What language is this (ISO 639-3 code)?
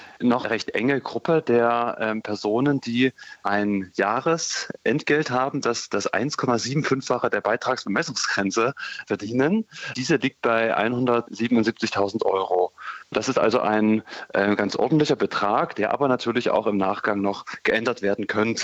deu